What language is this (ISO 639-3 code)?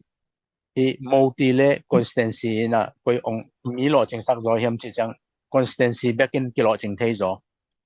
ctd